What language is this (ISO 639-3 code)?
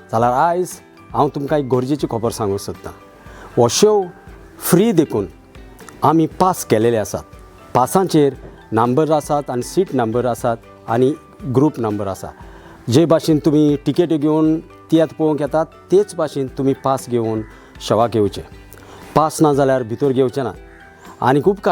kok